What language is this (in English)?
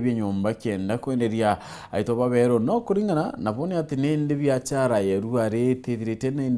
Meru